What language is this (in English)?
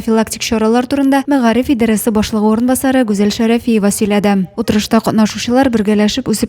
Tatar